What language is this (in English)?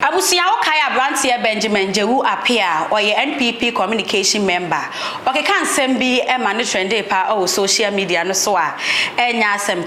Akan